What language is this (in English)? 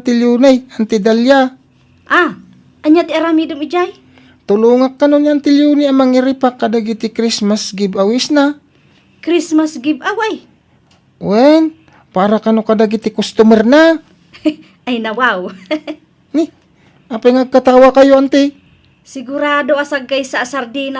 Iloko